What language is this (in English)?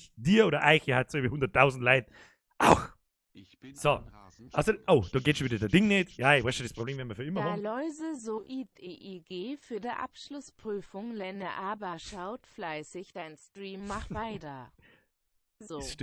Bavarian